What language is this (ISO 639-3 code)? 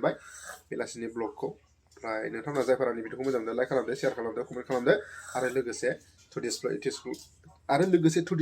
brx